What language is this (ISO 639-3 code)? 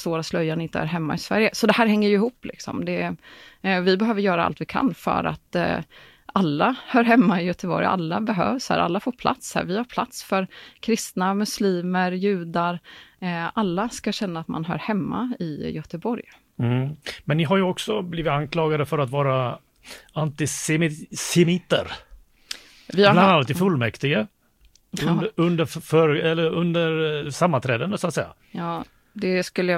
swe